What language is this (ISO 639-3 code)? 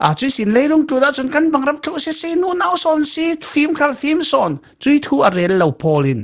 cfm